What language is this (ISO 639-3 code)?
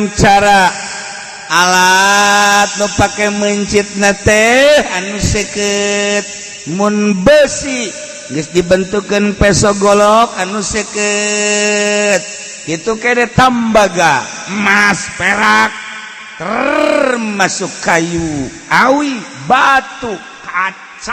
sun